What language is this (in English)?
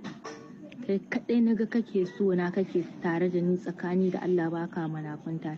Hausa